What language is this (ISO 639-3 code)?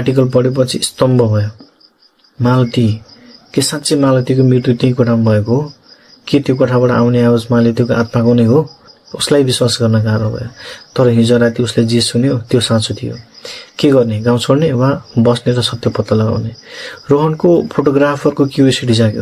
nep